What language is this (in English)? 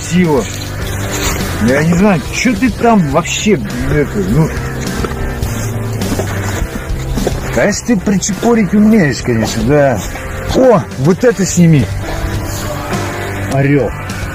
Russian